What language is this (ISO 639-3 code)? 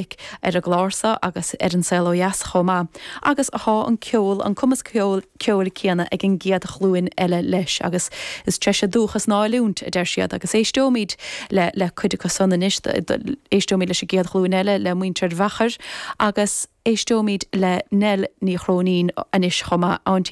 gle